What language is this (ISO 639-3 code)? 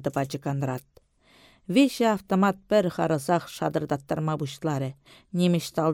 chv